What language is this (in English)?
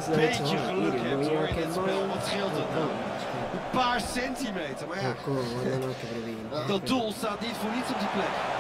Dutch